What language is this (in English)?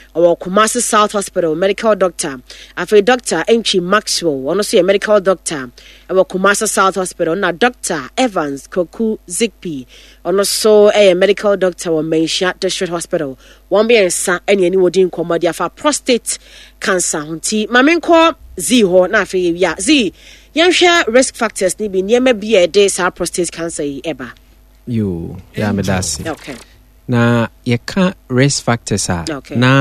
Akan